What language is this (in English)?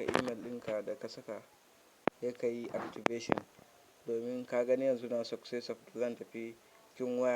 Hausa